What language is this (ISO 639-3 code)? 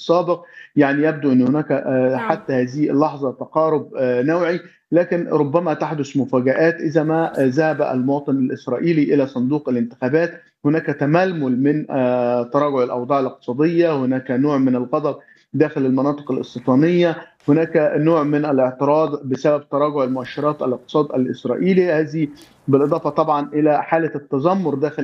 ara